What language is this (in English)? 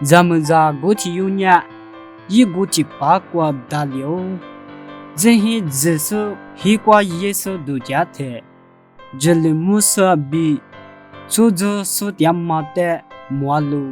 Lisu